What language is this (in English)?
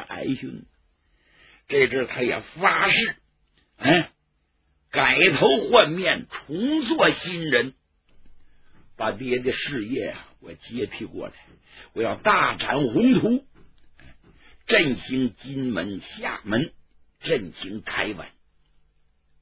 Chinese